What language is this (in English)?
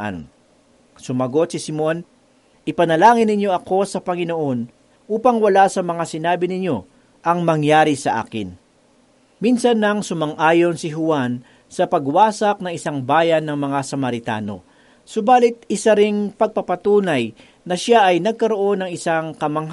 Filipino